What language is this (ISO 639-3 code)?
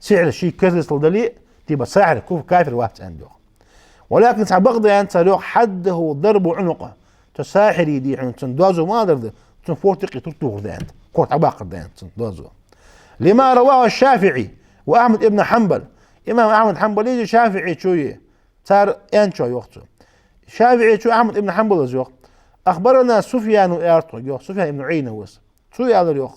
inh